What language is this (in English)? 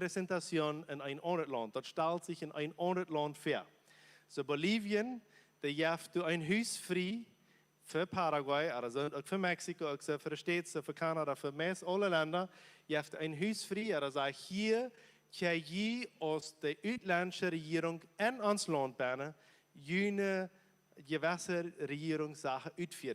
Plautdietsch